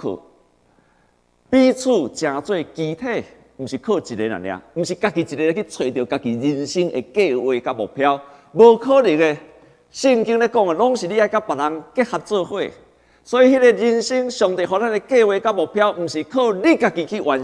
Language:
Min Nan Chinese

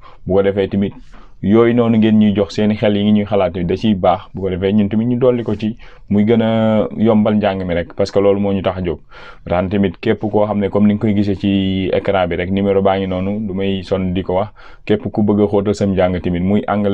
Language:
Wolof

